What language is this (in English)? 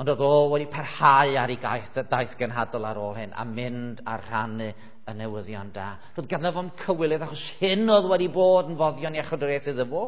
Welsh